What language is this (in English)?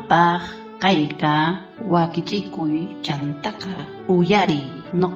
South Bolivian Quechua